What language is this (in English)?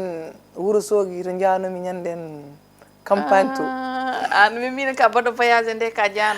Fula